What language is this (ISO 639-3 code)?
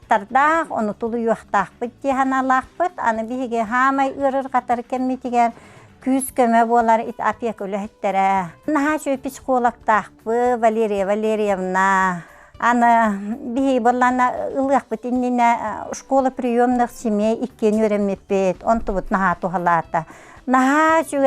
sah